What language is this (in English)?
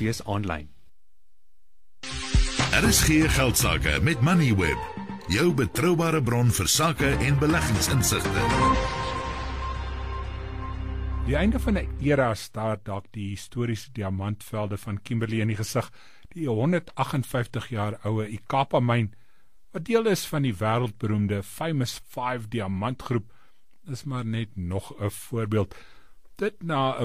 Afrikaans